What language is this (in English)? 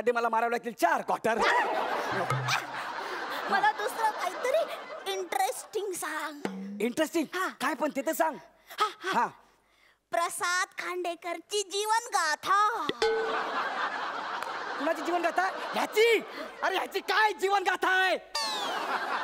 Marathi